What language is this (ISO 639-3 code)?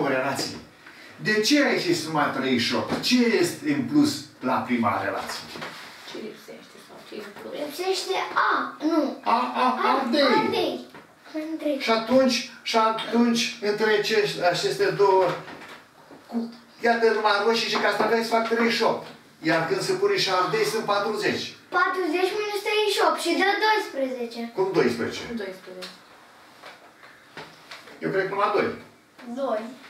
ron